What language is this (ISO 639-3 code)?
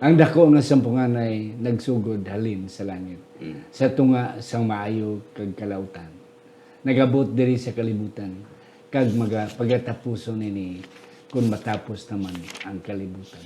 hil